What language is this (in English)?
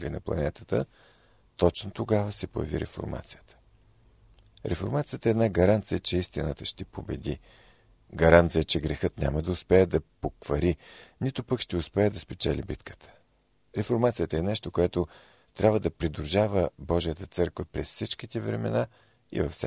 Bulgarian